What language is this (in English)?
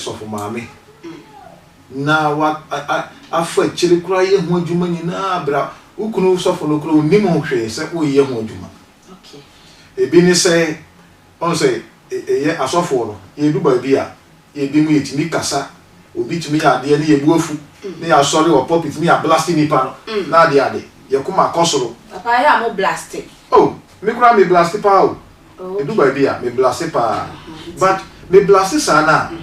Akan